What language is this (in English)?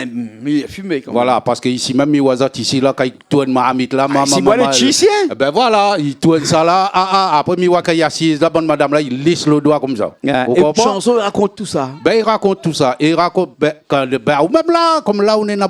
Réunion Creole French